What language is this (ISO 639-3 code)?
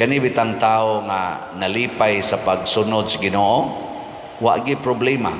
ceb